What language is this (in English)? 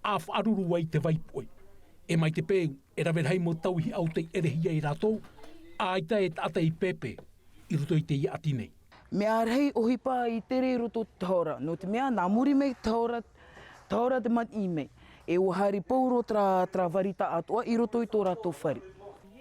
Tahitian